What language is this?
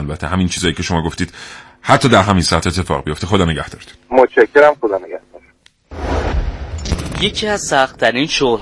Persian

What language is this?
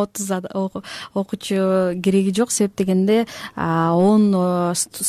Kyrgyz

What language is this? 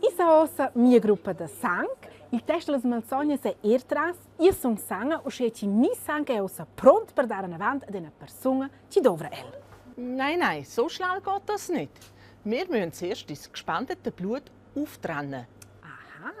Romansh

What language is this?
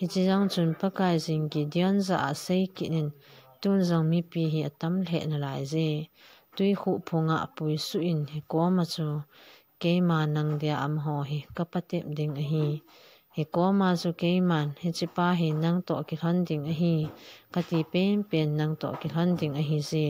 Thado Chin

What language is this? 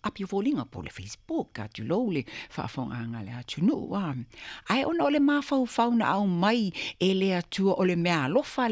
Samoan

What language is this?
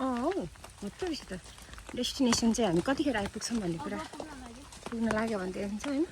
Nepali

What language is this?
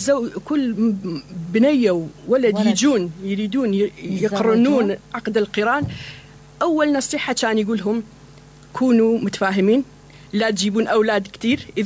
Mesopotamian Arabic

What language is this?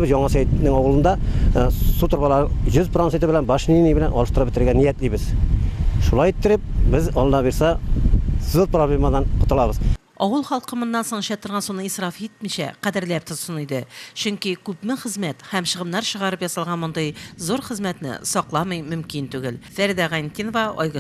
Tatar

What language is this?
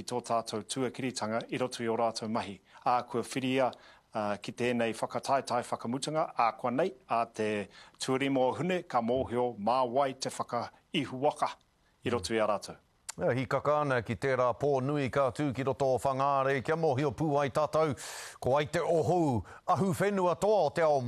Māori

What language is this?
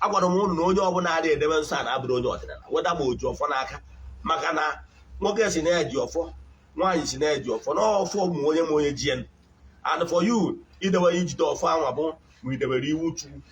Igbo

